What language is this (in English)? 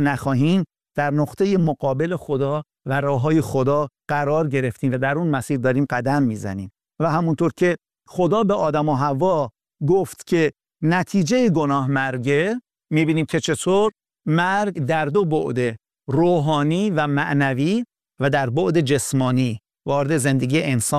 Persian